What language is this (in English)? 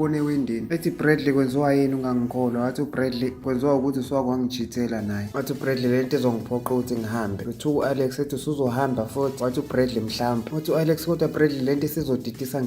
Zulu